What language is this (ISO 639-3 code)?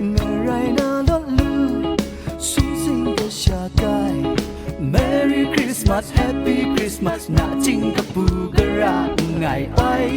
kac